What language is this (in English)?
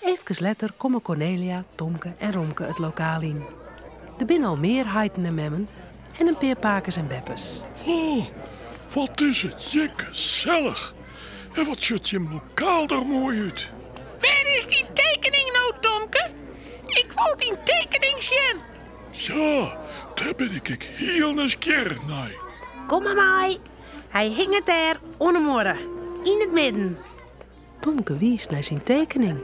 Western Frisian